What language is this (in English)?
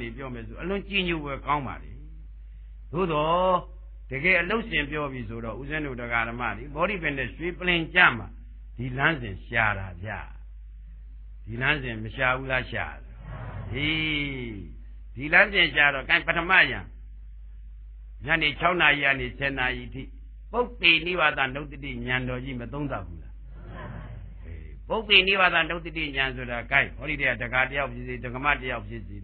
Burmese